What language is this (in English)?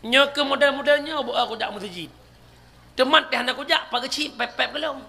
Achinese